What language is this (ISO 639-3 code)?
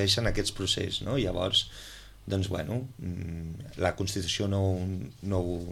cat